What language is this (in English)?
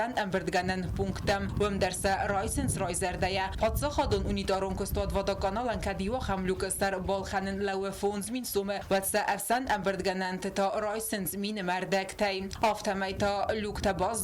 Ossetic